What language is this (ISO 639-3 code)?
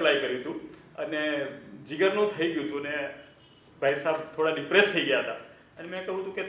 guj